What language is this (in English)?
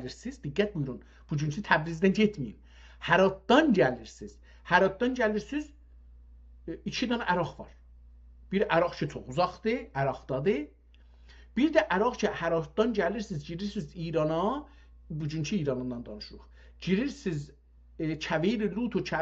South Azerbaijani